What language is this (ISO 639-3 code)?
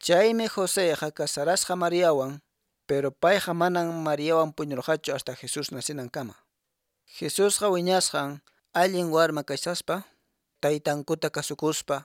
que